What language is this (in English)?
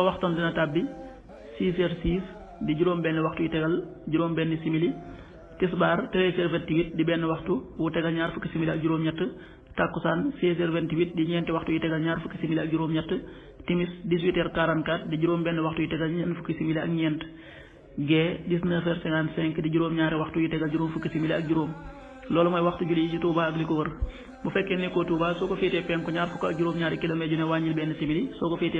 Wolof